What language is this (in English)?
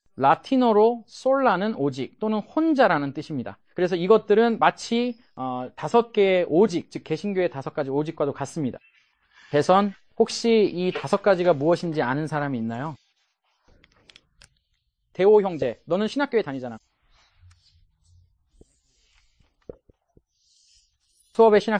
Korean